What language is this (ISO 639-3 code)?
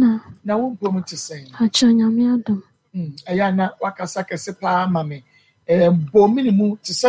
aka